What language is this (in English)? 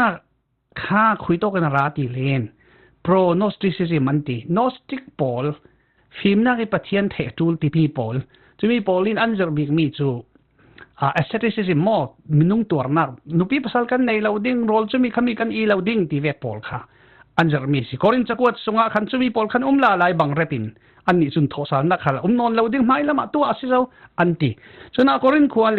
Falam Chin